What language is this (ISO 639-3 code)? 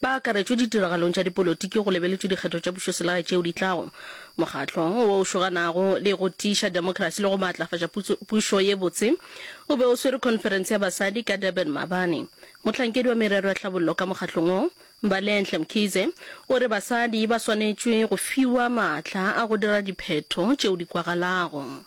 nso